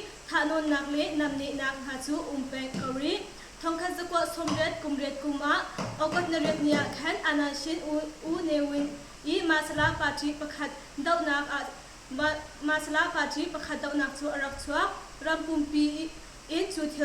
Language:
Hakha Chin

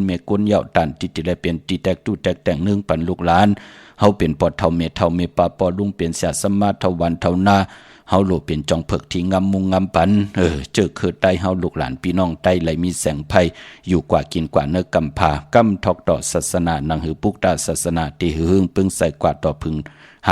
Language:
Shan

